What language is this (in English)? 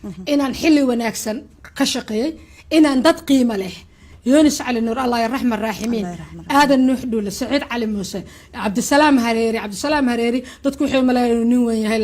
Somali